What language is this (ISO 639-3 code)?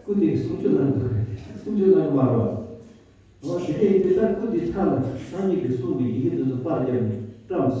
bod